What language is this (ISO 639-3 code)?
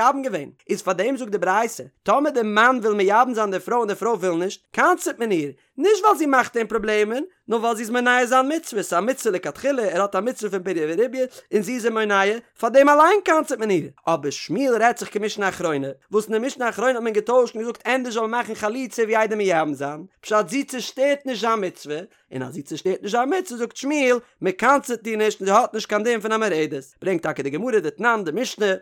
yid